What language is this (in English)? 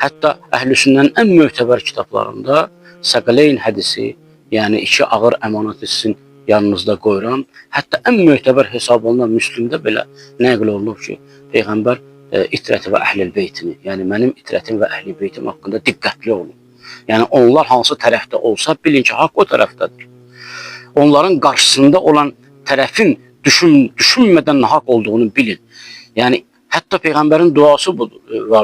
Azerbaijani